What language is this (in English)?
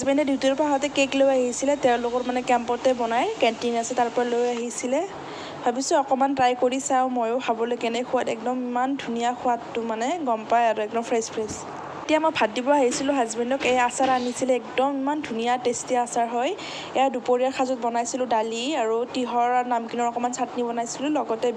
Assamese